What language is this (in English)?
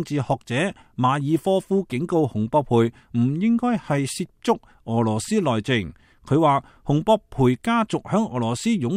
Cantonese